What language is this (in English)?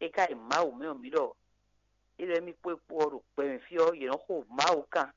Fon